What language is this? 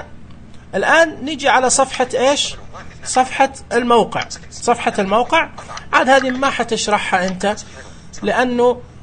Najdi Arabic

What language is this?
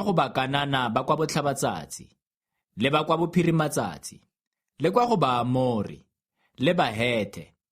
Tswana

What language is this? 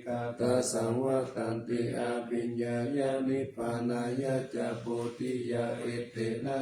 Pali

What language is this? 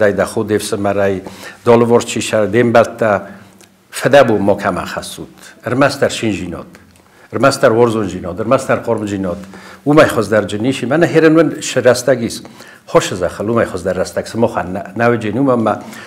Ossetic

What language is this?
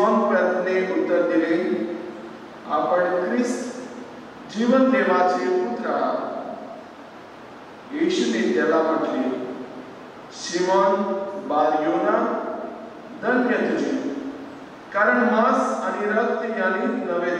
Konkani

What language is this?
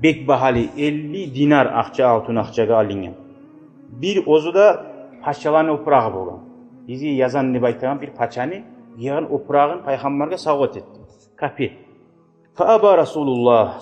Kumyk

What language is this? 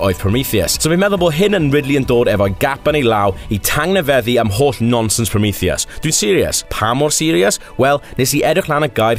Welsh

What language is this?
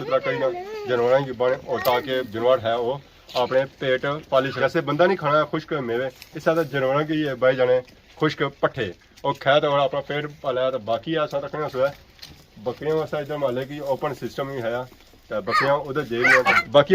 Pahari-Potwari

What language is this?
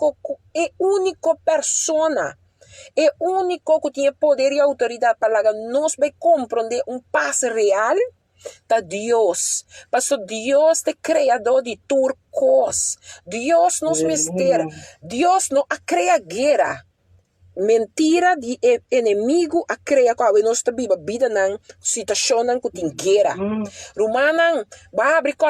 Papiamento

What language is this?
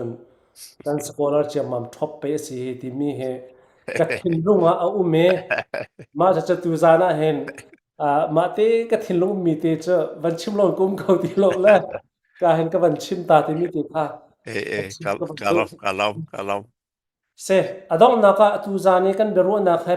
Falam Chin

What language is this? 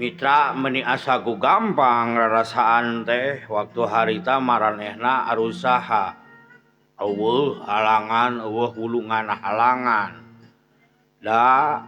Sundanese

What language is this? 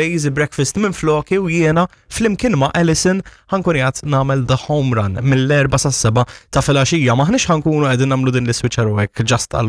Maltese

